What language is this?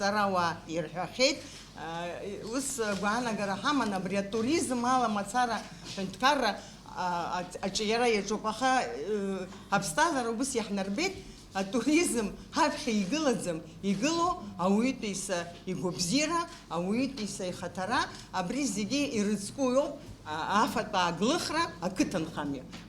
Abkhazian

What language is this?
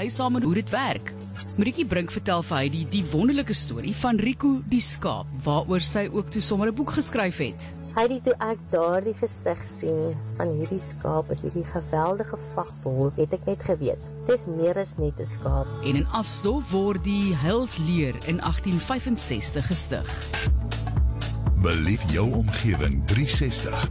Afrikaans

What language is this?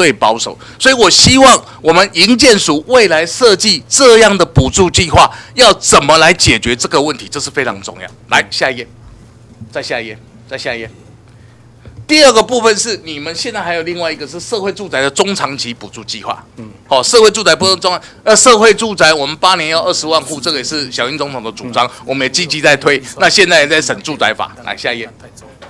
Chinese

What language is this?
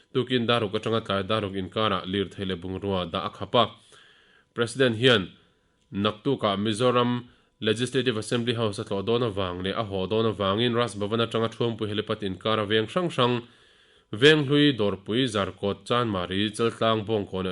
Mizo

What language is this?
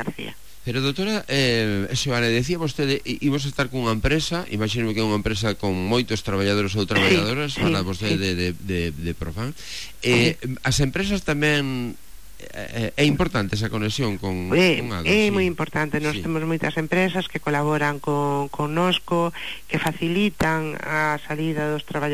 Galician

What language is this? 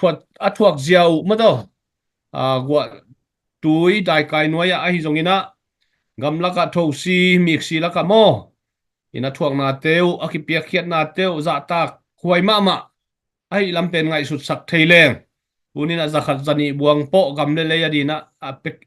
Tedim Chin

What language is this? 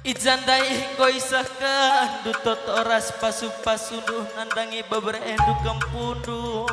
Batak Karo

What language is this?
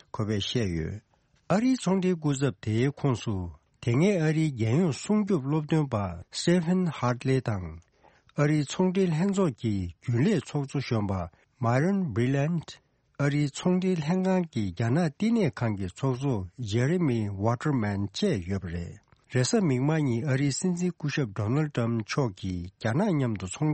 Tibetan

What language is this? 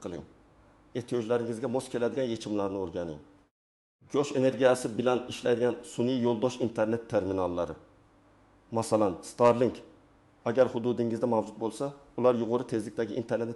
Uzbek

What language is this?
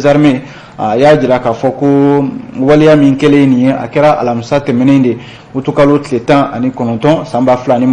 Bambara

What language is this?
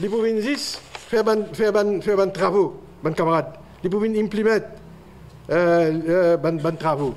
Morisyen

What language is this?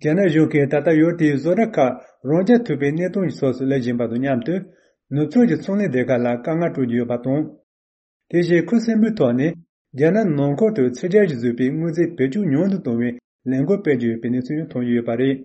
Tibetan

